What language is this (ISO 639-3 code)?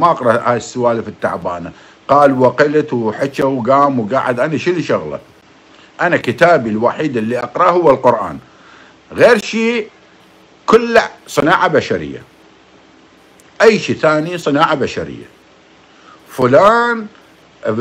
acm